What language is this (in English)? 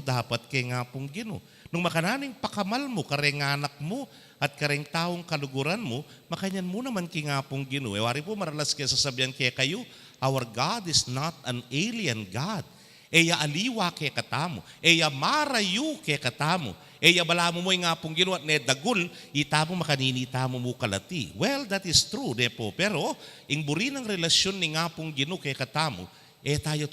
Pampanga